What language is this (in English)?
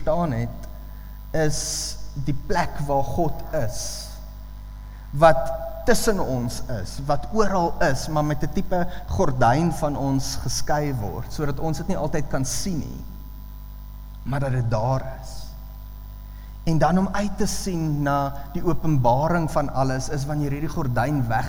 Afrikaans